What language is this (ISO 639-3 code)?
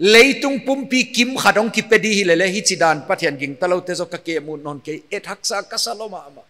pck